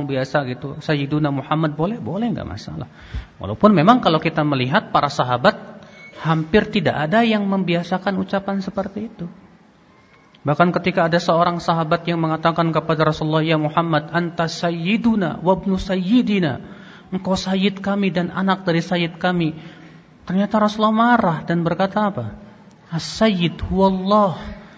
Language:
Indonesian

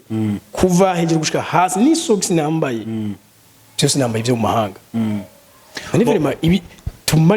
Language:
Rundi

